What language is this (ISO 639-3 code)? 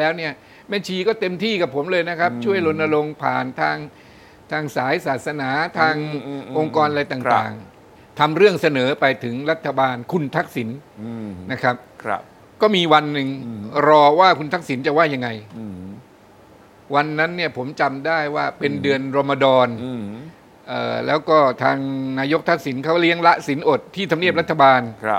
tha